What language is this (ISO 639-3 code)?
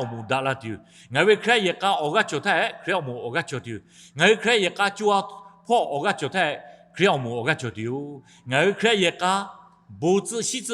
lhu